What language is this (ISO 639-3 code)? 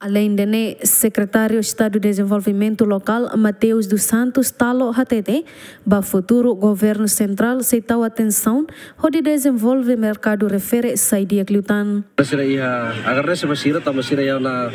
tet